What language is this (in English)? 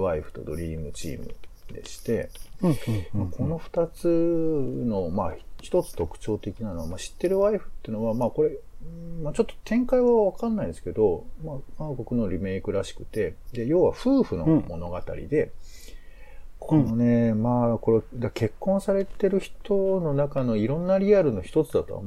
Japanese